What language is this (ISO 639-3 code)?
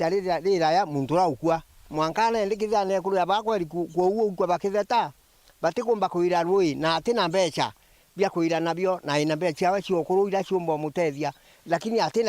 mer